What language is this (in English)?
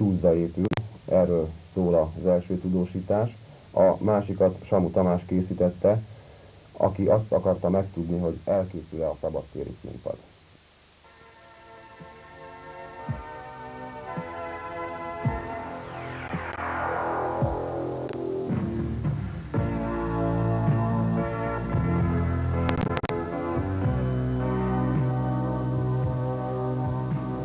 Hungarian